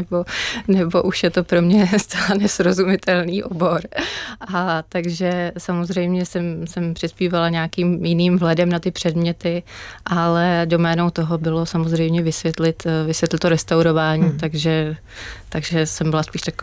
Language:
Czech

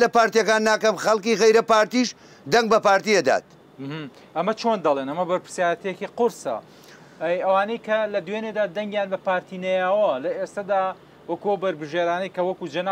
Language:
Central Kurdish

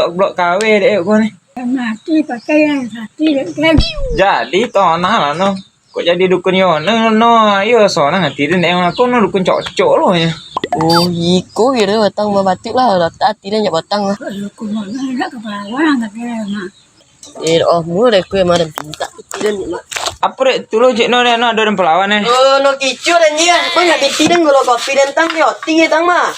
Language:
Minangkabau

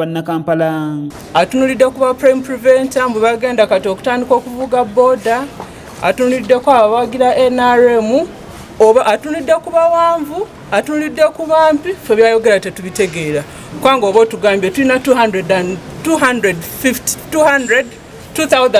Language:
Ganda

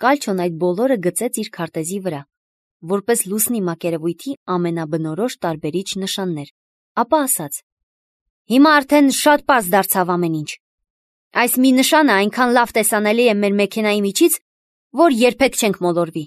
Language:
Armenian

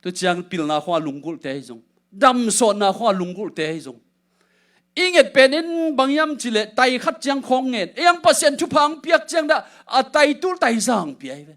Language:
Tedim Chin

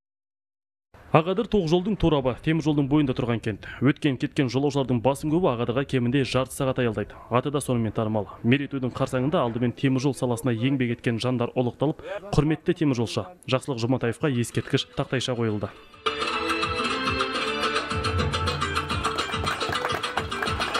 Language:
Kazakh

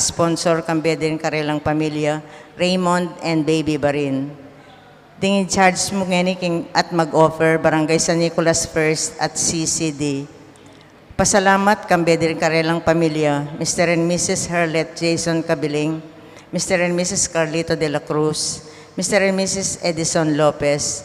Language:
Pampanga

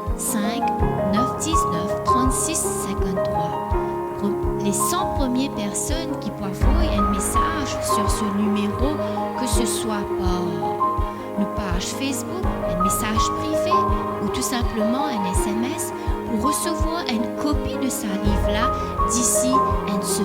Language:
Morisyen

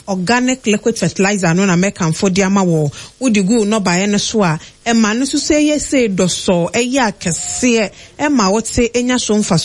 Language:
Akan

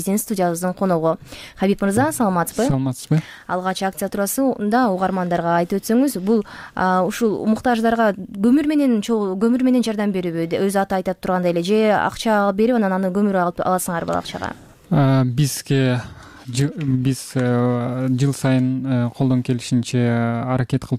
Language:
Kyrgyz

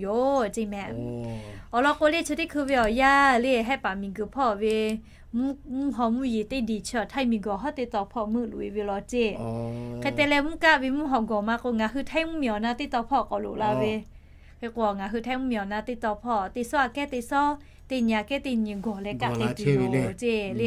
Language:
Lahu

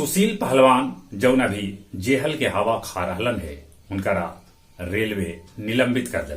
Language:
Magahi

